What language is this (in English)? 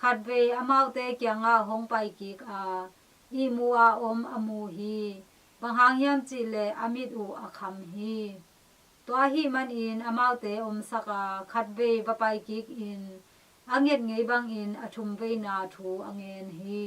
Tedim Chin